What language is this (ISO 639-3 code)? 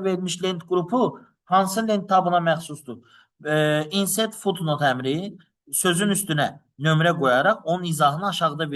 aze